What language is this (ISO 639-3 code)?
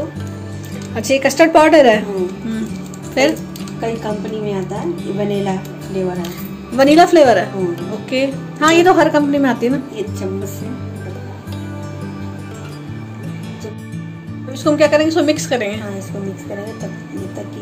hin